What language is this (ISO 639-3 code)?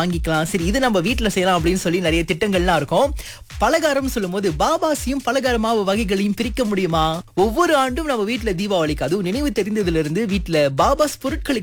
tam